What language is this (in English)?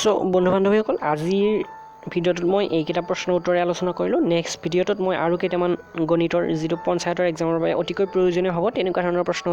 Assamese